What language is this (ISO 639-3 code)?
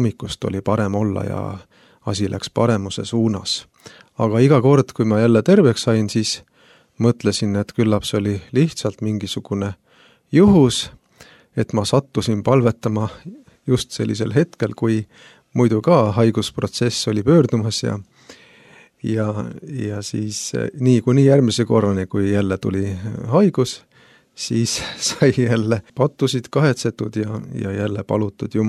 est